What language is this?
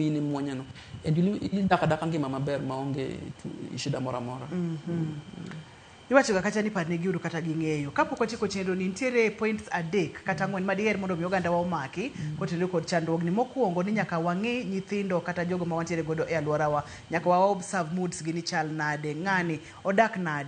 Luo (Kenya and Tanzania)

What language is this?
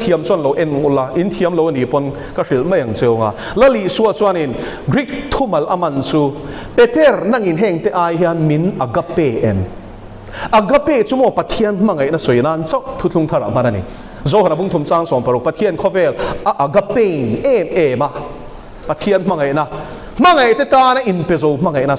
Mizo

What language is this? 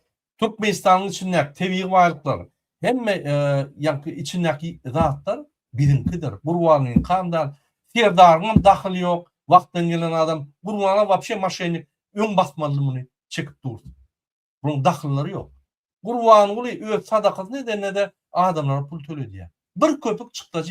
Turkmen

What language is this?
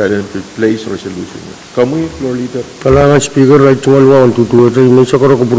Pohnpeian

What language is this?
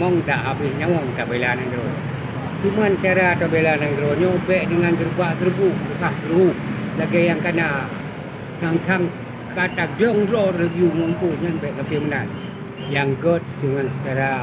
Achinese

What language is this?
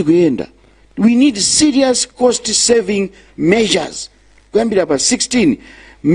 Nyanja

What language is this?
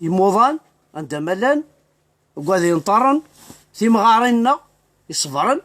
Kabyle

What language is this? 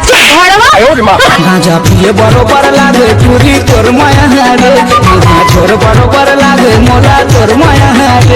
Chhattisgarhi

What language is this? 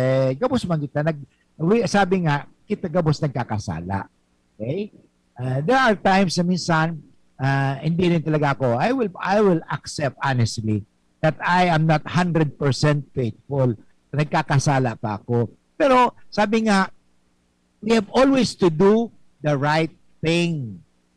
Bikol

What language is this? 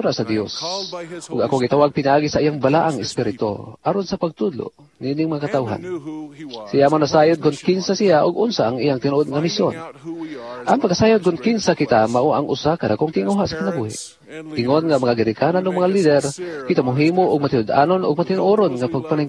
Cebuano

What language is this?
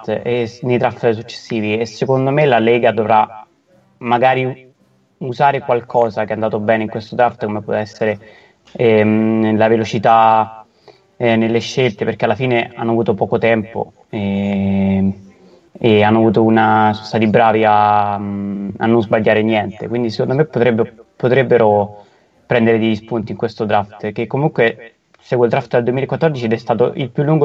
Italian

